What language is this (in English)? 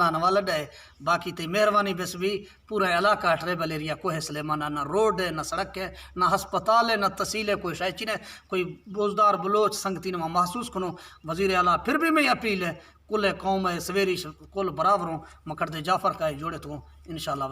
Eastern Balochi